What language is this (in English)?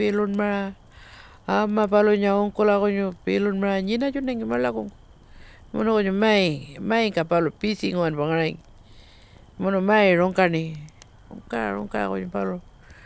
Pitjantjatjara